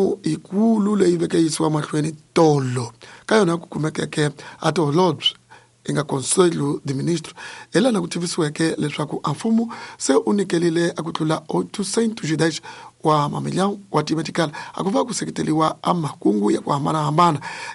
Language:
Tsonga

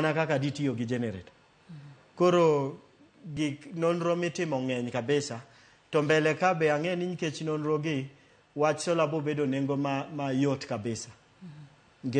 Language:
Luo (Kenya and Tanzania)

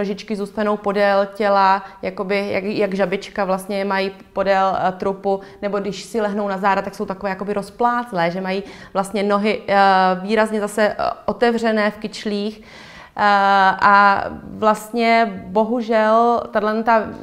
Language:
Czech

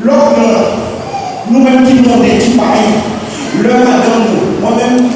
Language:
Haitian Creole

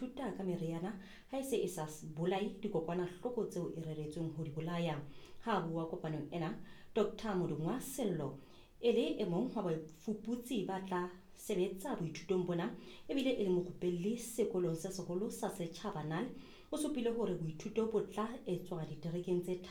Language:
Southern Sotho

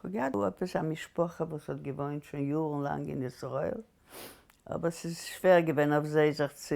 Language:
Yiddish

